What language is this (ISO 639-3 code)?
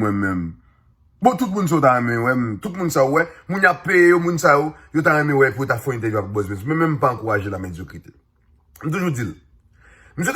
hat